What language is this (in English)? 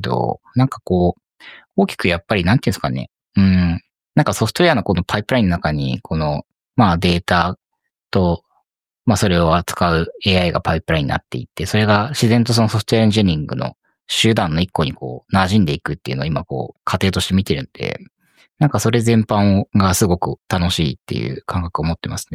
Japanese